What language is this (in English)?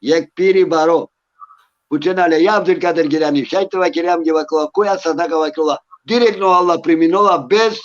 Balkan Romani